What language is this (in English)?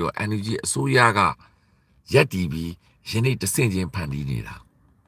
Burmese